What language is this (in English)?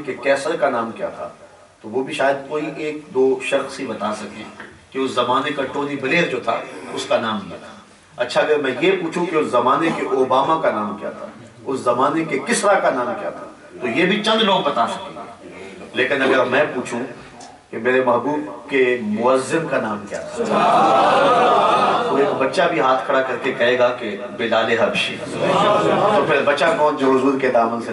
Urdu